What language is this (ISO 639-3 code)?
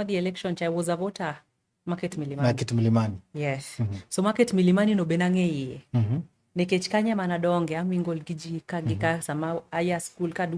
luo